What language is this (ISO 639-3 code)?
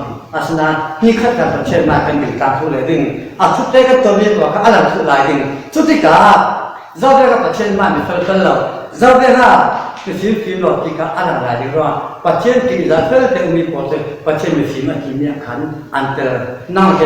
cfm